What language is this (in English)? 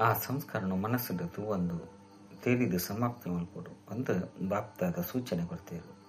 Tulu